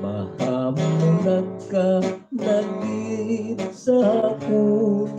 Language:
Hiligaynon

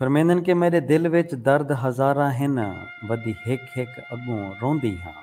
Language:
Saraiki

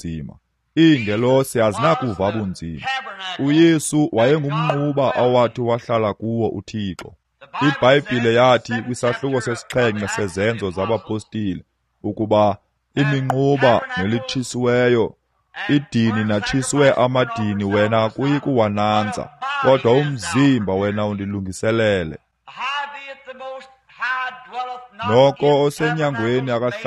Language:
Xhosa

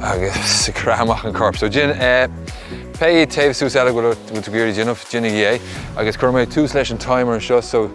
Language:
Irish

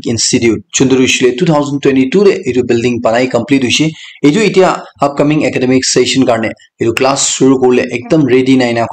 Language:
Naga Pidgin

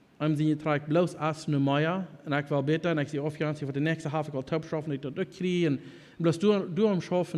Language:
Plautdietsch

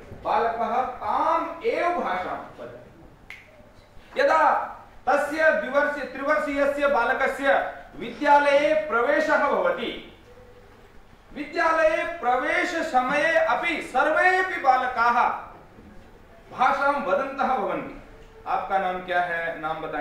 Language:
Sanskrit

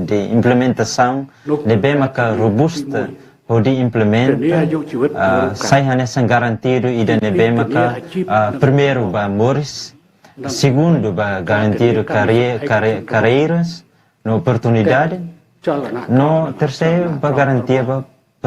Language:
Tetum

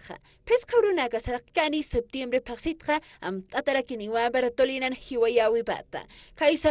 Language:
Aymara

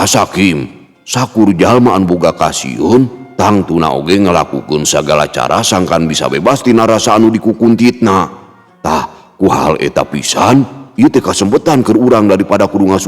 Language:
Sundanese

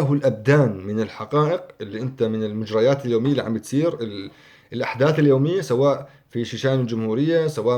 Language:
North Levantine Arabic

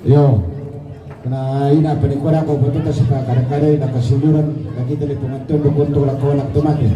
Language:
Toraja-Sa'dan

